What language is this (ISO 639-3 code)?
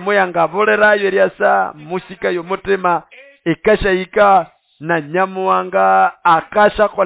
nnb